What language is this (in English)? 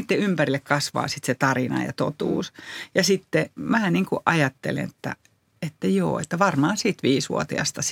Finnish